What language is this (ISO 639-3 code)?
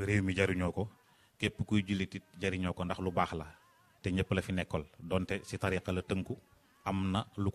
wol